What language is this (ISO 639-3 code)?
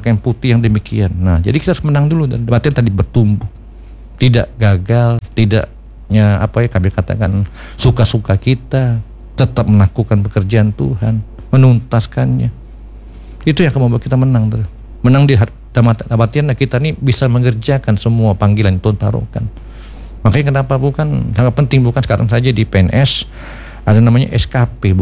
ind